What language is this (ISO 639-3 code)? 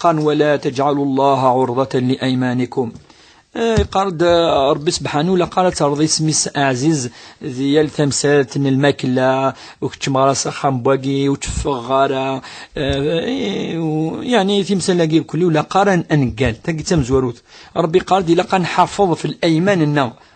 kab